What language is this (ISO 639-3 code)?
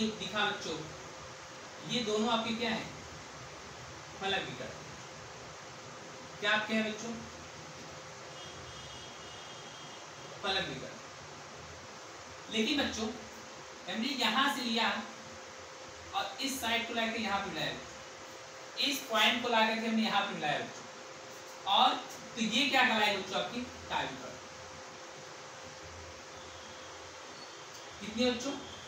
hin